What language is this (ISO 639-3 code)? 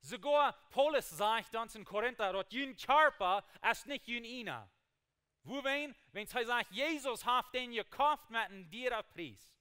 pdt